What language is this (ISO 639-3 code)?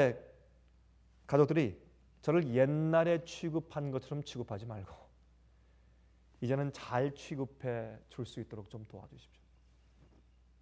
kor